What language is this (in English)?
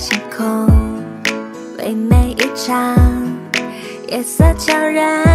Chinese